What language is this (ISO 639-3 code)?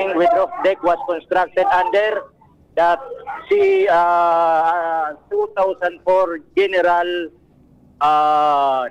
bik